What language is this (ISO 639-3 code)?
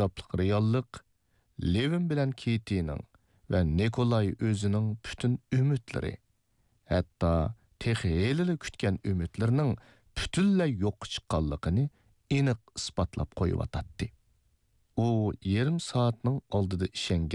uig